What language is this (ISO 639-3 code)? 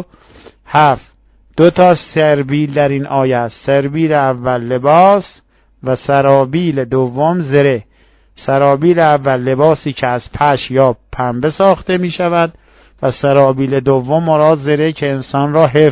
fas